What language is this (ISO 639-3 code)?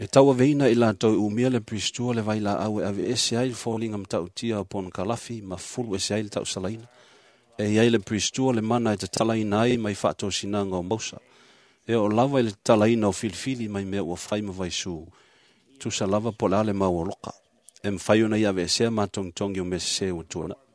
smo